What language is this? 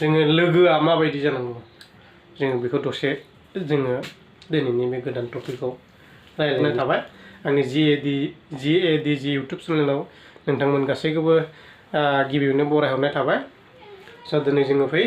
Bodo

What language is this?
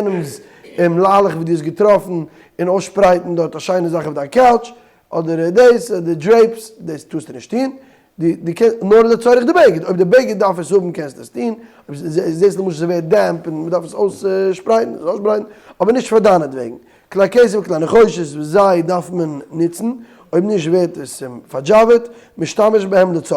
Yiddish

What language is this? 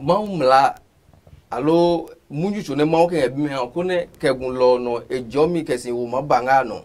Adangme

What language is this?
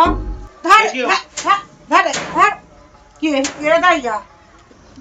Maithili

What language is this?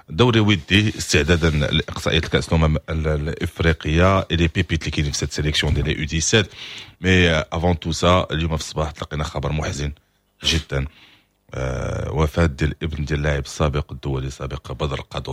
Moroccan Arabic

